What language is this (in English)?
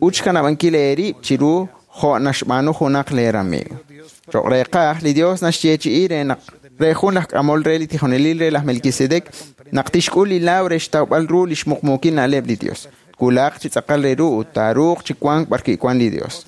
Kekchí